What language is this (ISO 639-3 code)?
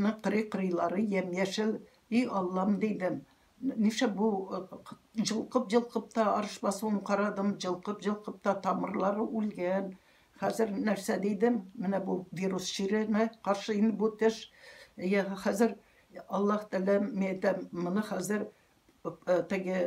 tat